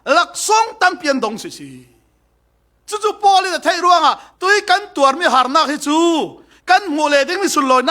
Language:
Falam Chin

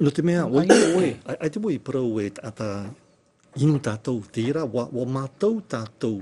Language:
Tahitian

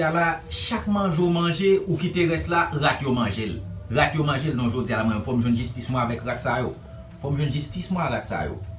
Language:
Haitian Creole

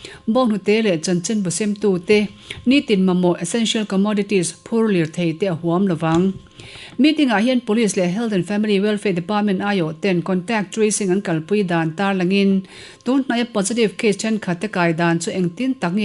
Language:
Mizo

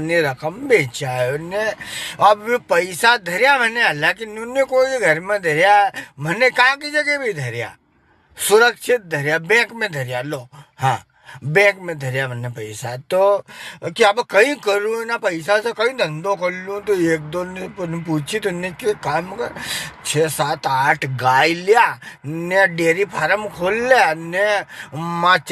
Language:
Rajasthani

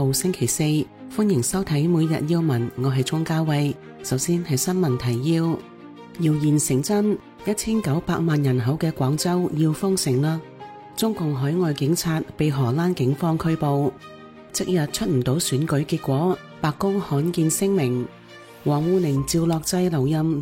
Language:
Cantonese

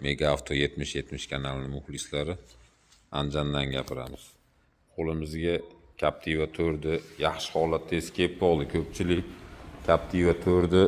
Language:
Uzbek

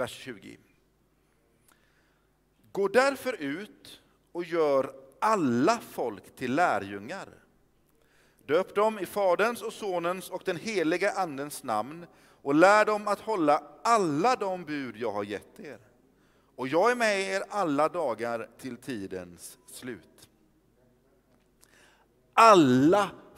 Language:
Swedish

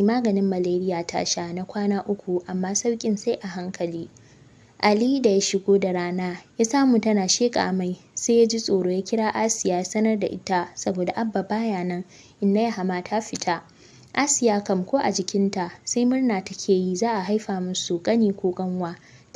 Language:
Hausa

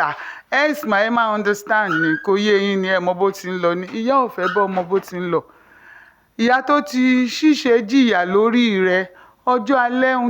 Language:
Yoruba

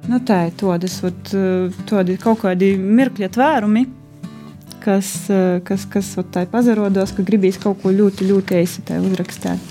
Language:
Latvian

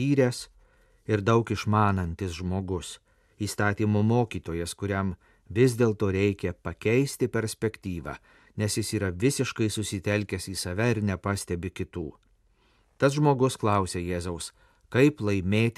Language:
Lithuanian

